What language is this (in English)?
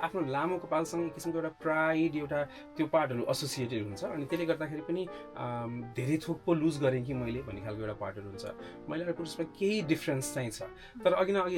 Nepali